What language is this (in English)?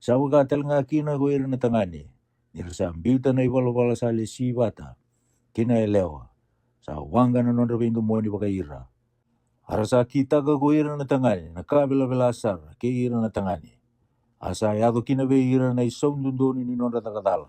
Fijian